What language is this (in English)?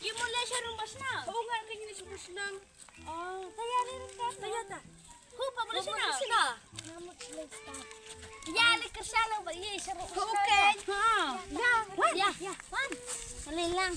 Khasi